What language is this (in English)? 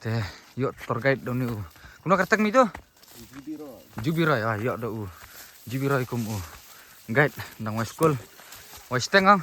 Khasi